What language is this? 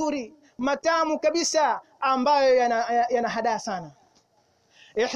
Swahili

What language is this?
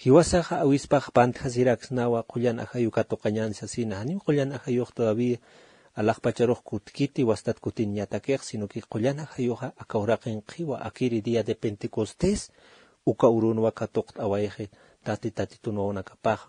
Aymara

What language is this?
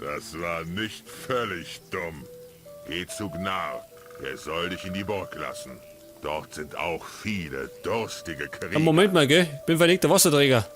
Bavarian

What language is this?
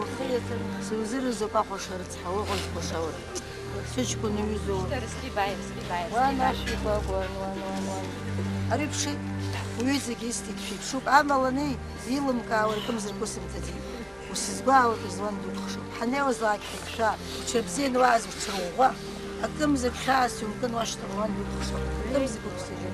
Abkhazian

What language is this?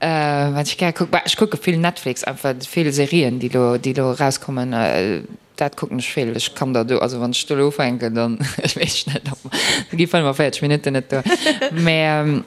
Luxembourgish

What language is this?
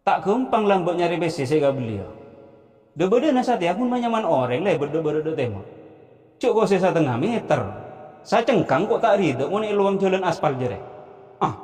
Madurese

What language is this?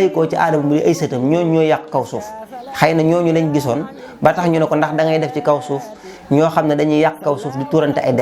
Wolof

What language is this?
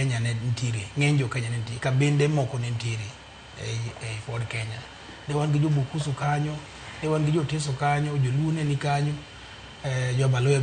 Luo (Kenya and Tanzania)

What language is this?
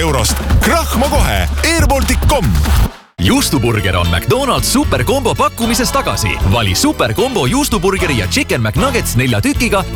Estonian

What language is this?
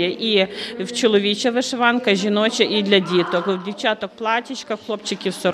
Ukrainian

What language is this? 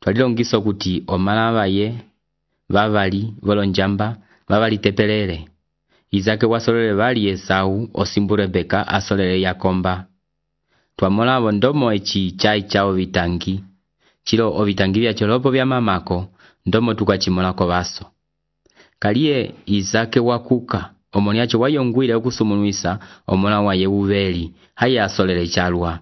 Umbundu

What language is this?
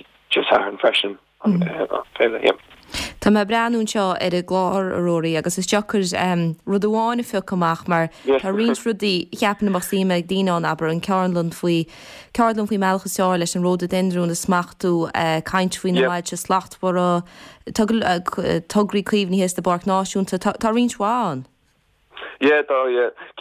Irish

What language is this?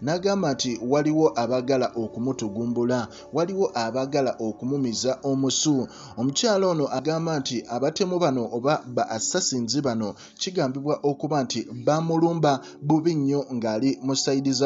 Ganda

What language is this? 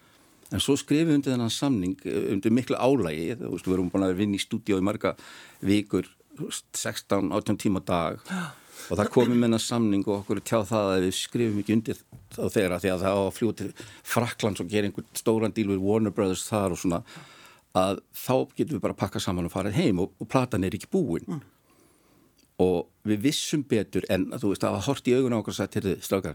Icelandic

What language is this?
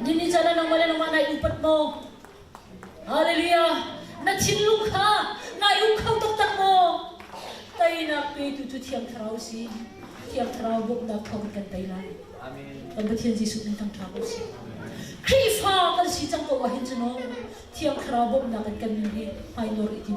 Hakha Chin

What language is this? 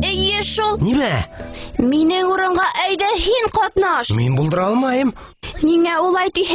Bashkir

